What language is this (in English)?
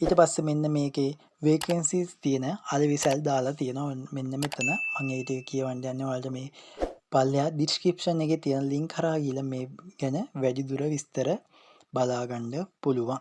Sinhala